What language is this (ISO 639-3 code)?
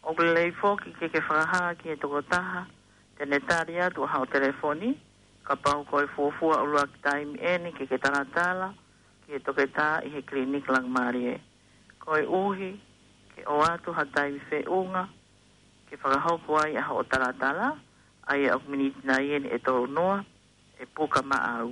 ton